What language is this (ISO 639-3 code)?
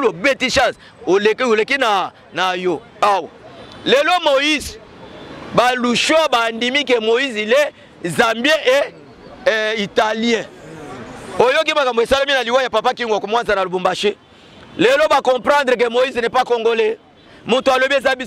lin